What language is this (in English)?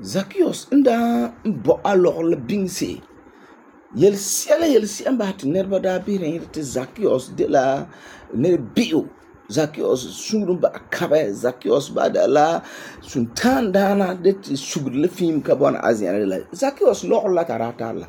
Frafra